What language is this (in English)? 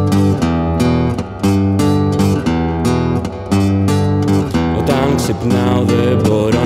Greek